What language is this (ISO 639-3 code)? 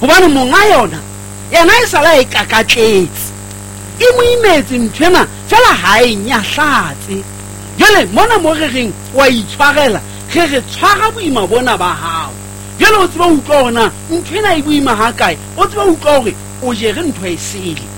sot